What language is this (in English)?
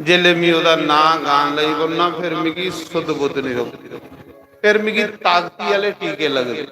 Dogri